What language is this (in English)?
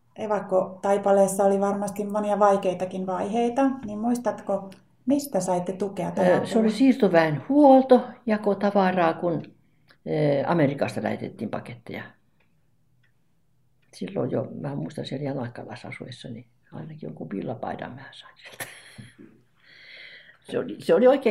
Finnish